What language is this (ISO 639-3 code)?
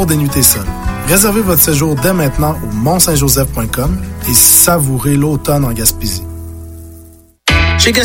fra